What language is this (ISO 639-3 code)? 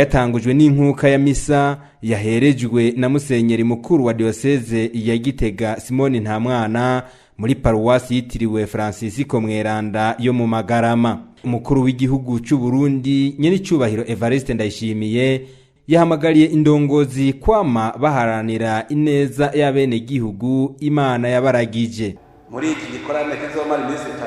run